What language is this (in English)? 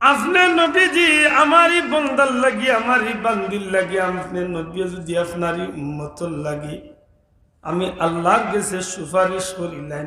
Sylheti